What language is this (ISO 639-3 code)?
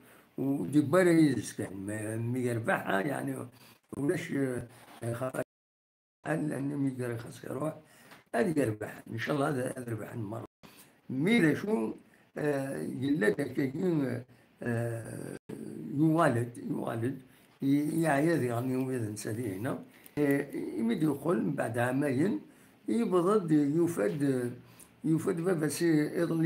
kab